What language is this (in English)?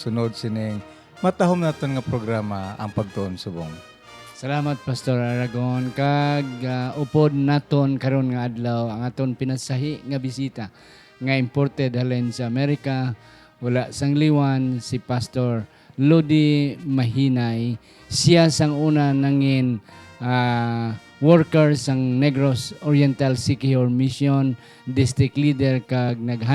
Hiligaynon